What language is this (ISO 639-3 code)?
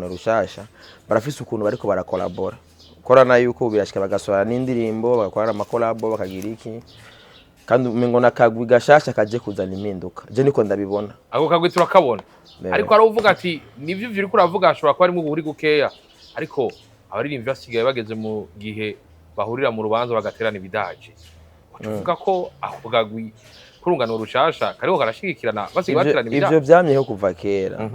run